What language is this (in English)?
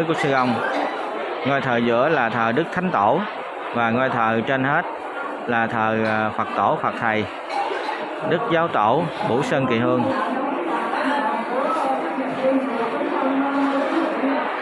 Vietnamese